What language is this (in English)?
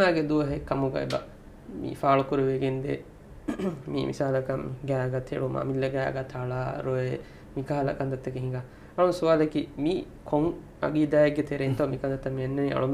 Divehi